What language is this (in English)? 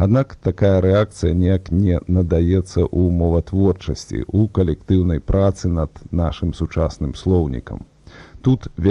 Belarusian